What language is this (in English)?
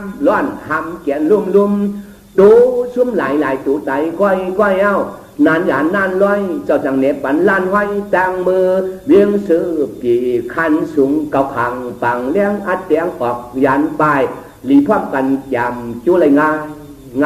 Shan